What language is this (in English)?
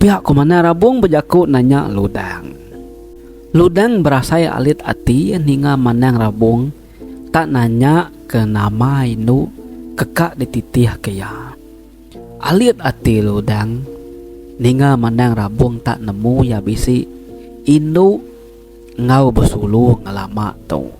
Iban